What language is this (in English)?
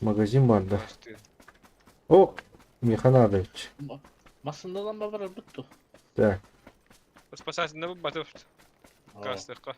Yakut